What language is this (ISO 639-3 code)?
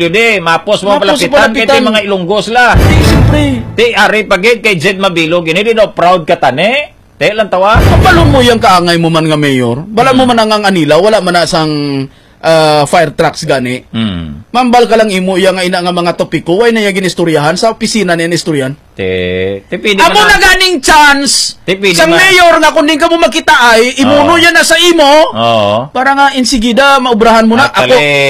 hil